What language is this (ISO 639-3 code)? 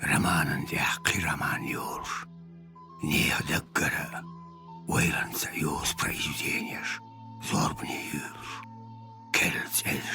che